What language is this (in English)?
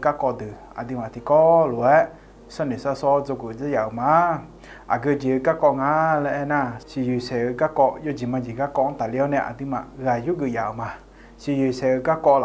Akha